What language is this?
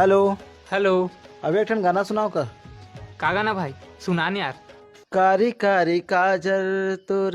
Chhattisgarhi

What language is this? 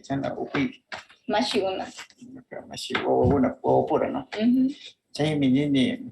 Northern Pastaza Quichua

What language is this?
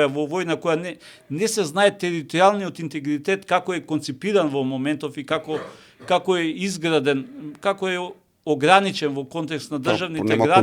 Macedonian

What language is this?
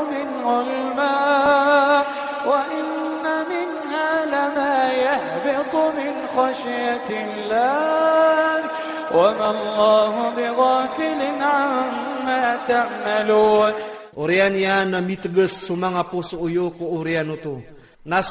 Iranun (Philippines)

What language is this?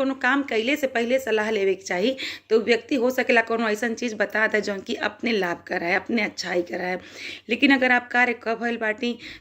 Bhojpuri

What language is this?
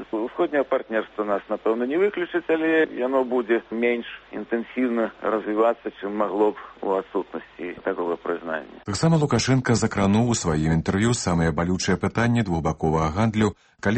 Belarusian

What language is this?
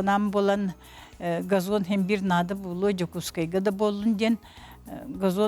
Yakut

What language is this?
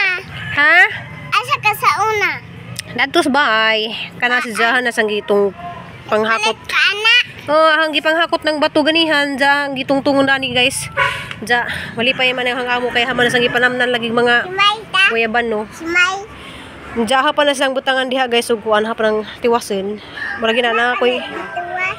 Cebuano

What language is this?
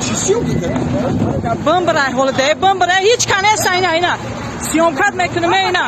Tajik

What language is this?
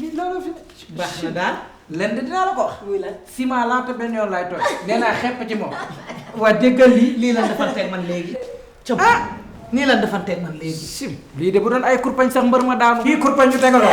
Wolof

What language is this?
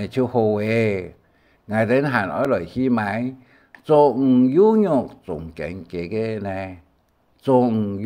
Hakka Chinese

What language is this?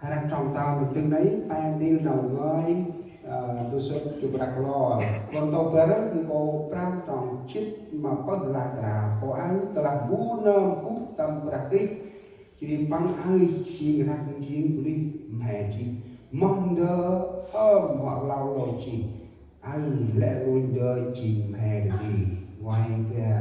Central Mnong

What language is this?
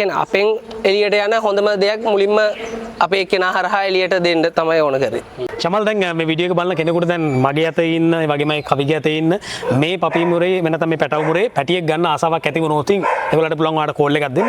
Sinhala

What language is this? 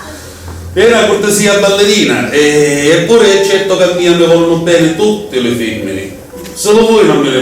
Sicilian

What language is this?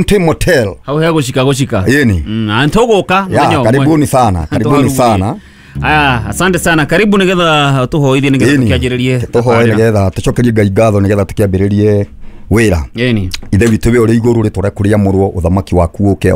Kikuyu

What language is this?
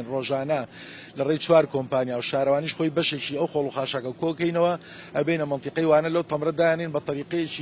Central Kurdish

